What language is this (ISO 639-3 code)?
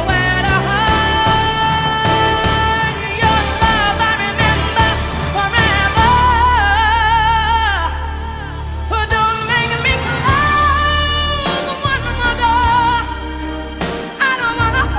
eng